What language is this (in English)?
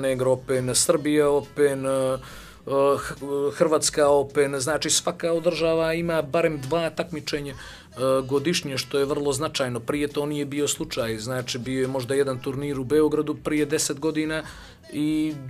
Bosnian